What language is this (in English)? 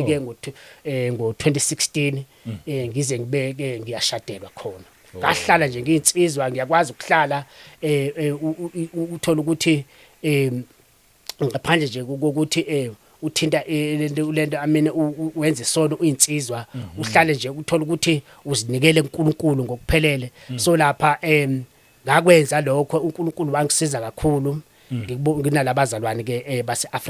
Zulu